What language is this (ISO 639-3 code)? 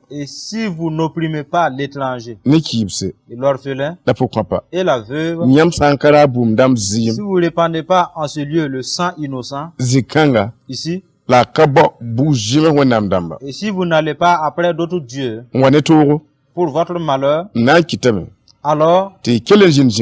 mos